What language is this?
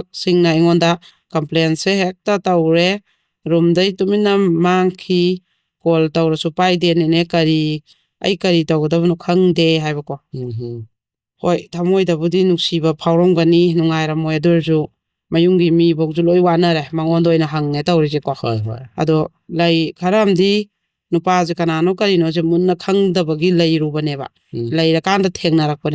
Manipuri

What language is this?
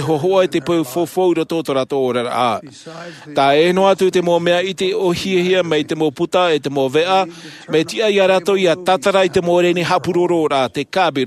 Tahitian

